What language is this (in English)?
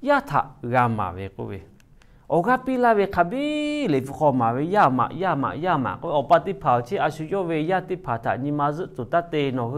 Lahu